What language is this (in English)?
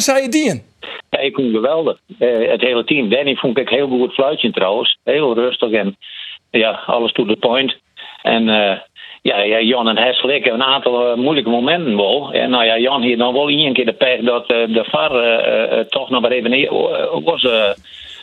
Western Frisian